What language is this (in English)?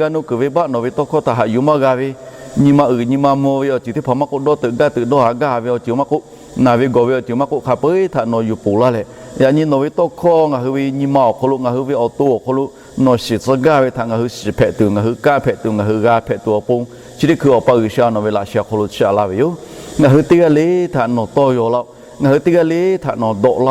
Lahu